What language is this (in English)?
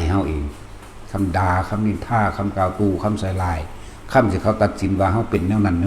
Lao